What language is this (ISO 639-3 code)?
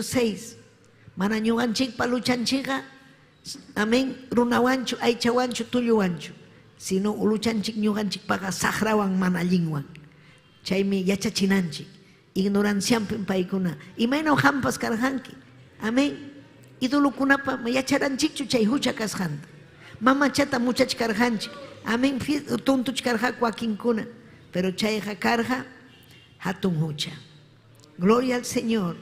quy